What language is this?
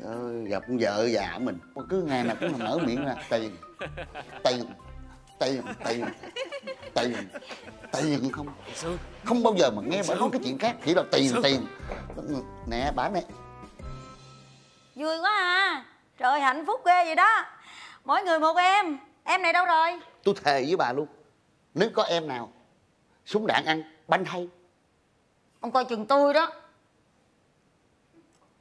Vietnamese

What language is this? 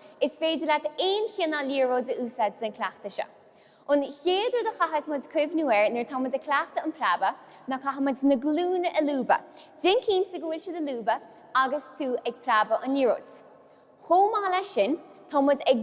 Irish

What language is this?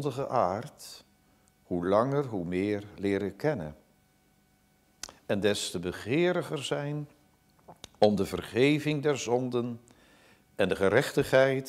Dutch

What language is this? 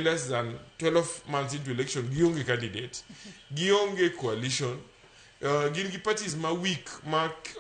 Luo (Kenya and Tanzania)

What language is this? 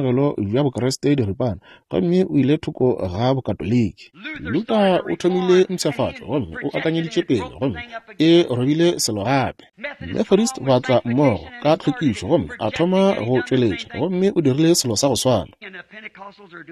Northern Sotho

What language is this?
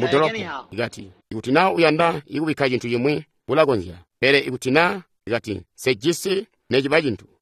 Tonga (Zambia)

